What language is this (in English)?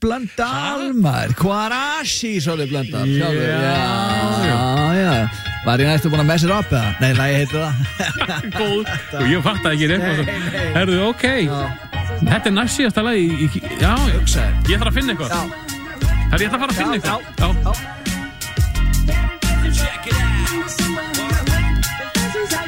Icelandic